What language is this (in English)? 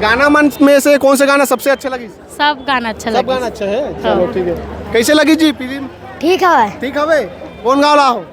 Chhattisgarhi